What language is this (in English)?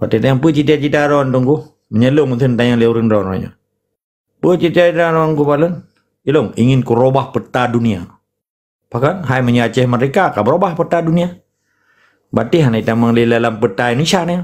Achinese